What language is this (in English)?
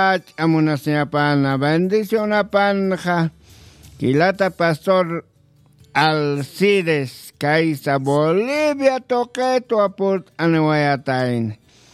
Aymara